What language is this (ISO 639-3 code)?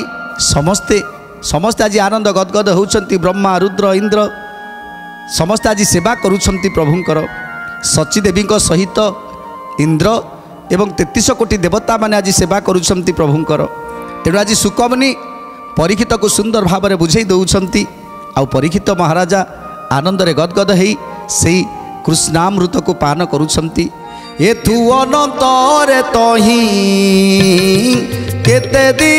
ori